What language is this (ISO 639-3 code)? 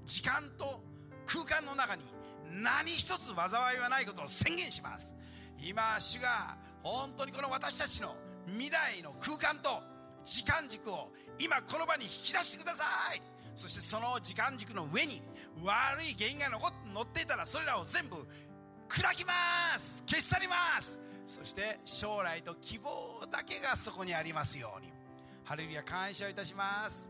jpn